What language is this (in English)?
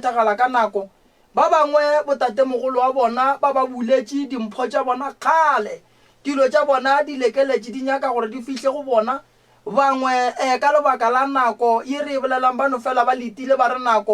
Northern Sotho